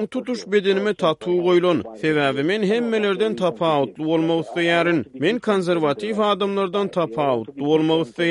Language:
Turkmen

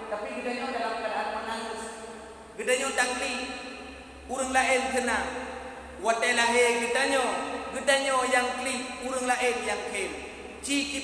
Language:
Achinese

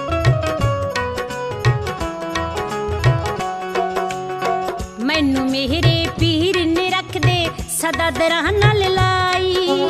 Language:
Punjabi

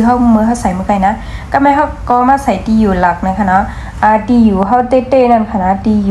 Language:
Shan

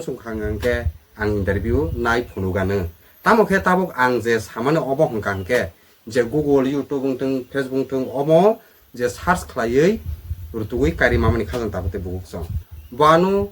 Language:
Kok Borok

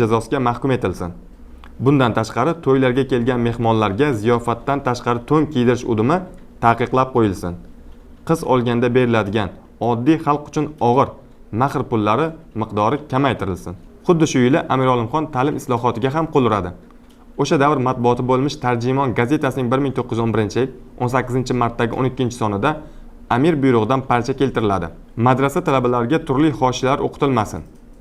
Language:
Uzbek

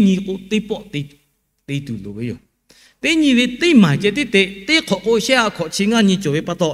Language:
Lahu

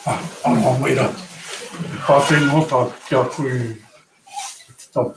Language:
Māori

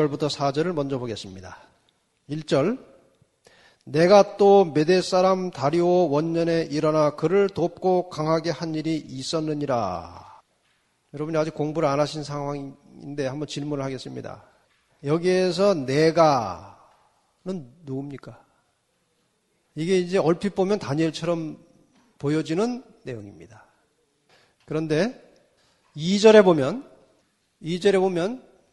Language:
Korean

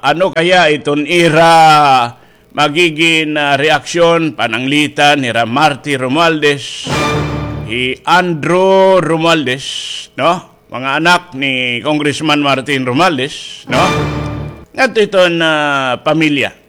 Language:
Waray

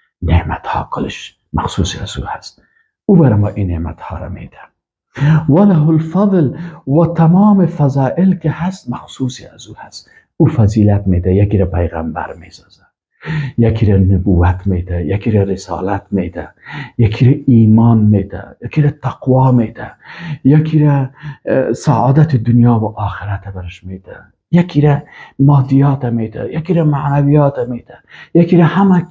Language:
Persian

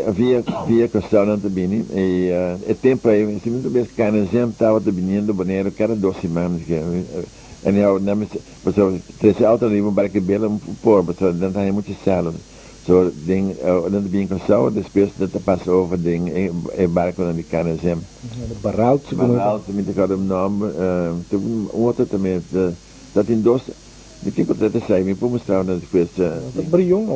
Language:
Papiamento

